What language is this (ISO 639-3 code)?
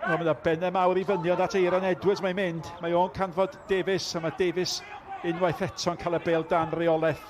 cym